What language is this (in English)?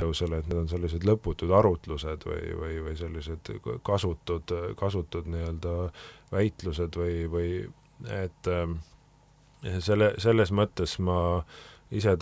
Estonian